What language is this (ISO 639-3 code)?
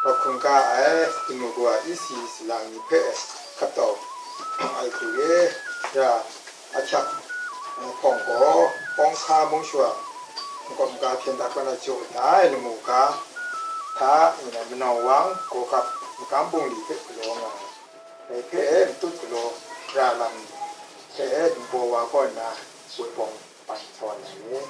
kac